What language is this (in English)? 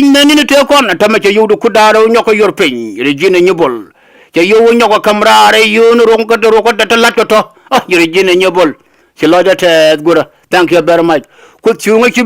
Nuer